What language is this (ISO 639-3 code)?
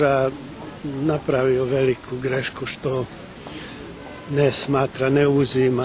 srp